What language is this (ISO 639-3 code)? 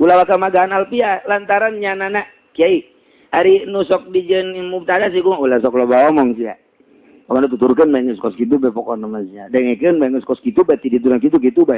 sun